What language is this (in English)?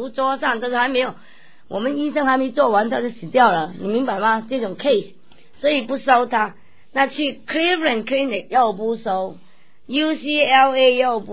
Chinese